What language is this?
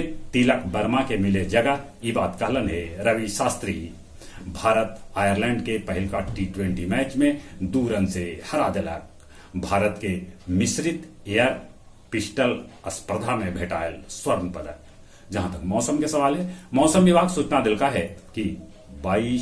Magahi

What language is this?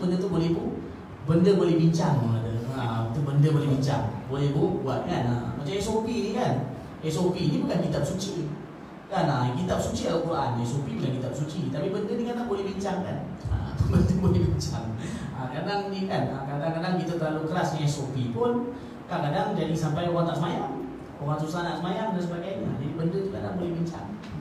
Malay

